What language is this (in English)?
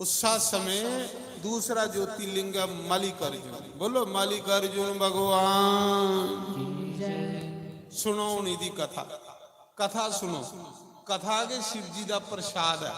Dogri